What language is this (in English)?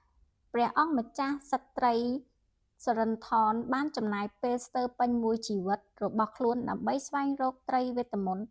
Khmer